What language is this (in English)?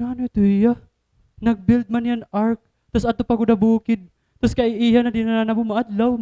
Waray